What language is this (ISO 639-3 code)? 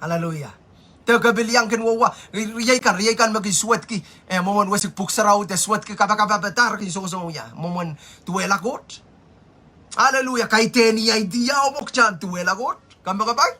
pon